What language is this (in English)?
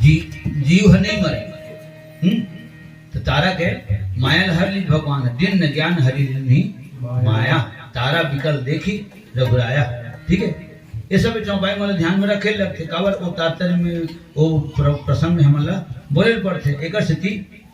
Chhattisgarhi